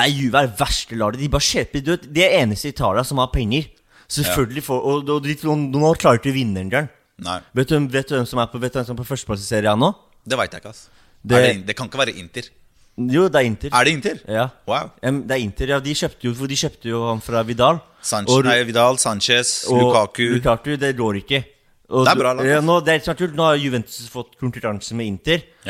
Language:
Norwegian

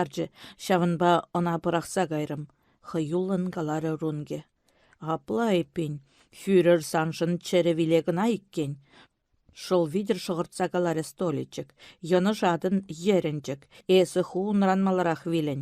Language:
Chuvash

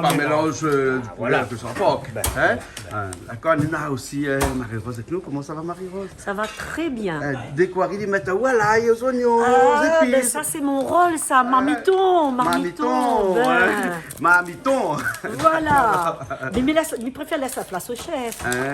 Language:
Réunion Creole French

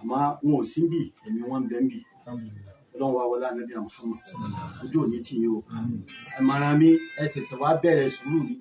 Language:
Yoruba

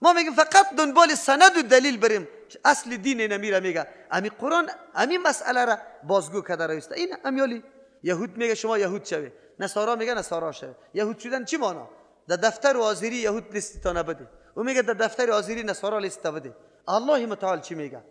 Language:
Persian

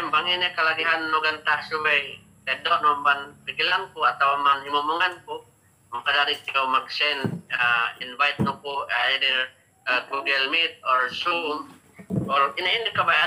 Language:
Yakan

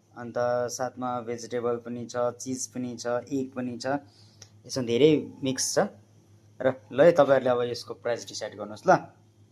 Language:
Nepali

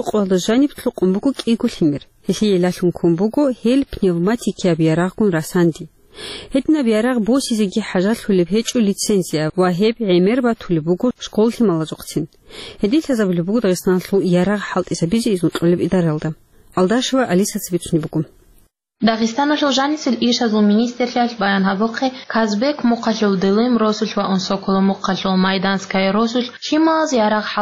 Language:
Avaric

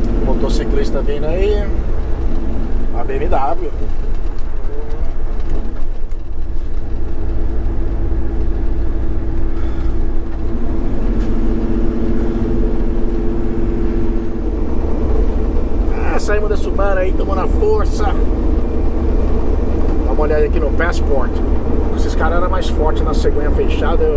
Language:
Portuguese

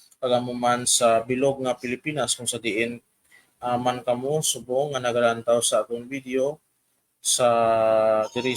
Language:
Hiligaynon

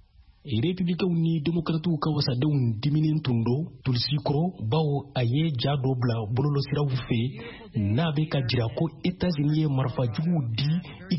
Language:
Bambara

